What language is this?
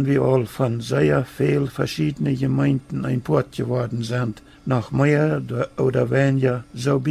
Plautdietsch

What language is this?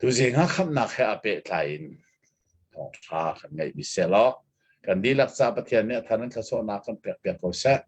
Hakha Chin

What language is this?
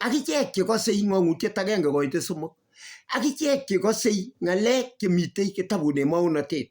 Kalenjin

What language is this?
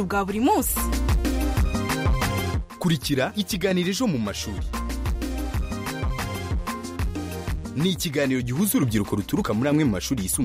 Kinyarwanda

